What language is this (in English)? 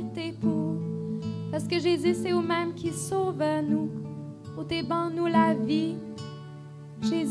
French